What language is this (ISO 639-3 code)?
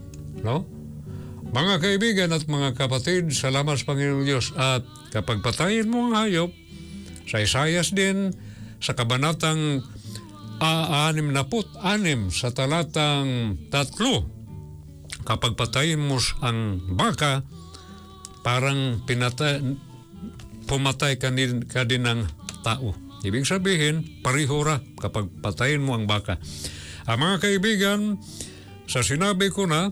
fil